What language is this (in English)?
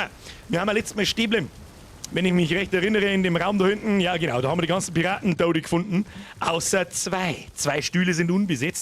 Bavarian